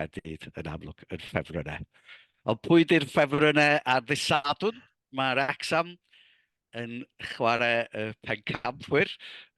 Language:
Welsh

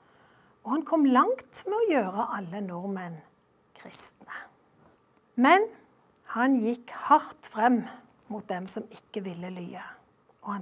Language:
Norwegian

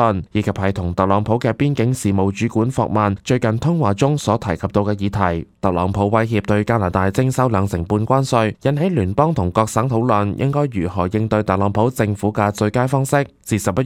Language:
Cantonese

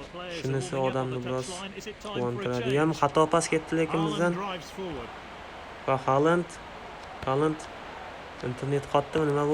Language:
Uzbek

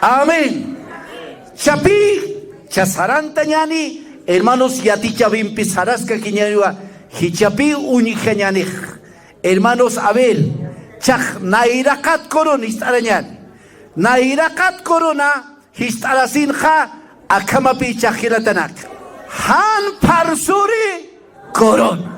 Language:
Aymara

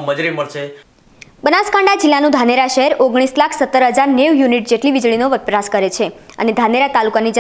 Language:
Gujarati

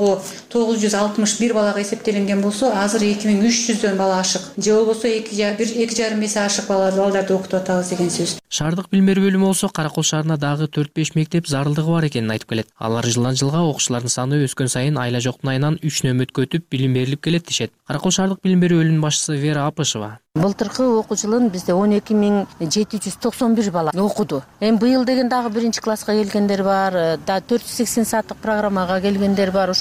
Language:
Kyrgyz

